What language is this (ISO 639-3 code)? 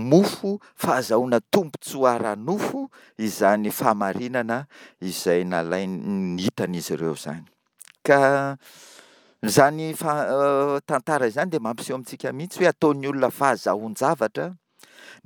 mlg